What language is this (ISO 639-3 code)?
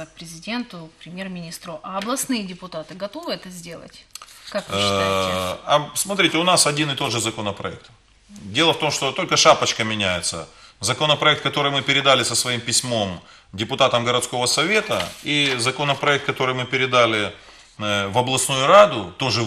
rus